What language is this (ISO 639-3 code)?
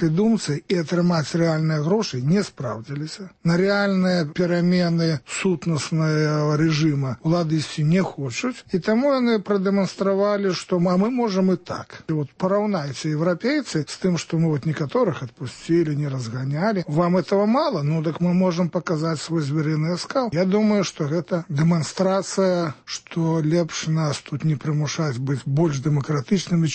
bel